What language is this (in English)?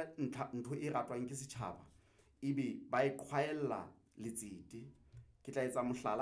Southern Sotho